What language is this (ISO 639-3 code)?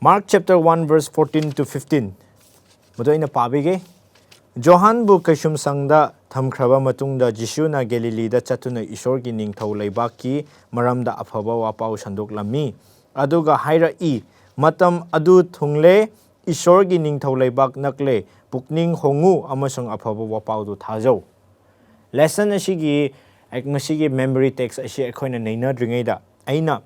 mni